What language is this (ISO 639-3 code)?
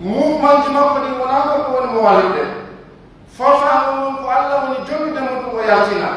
fuf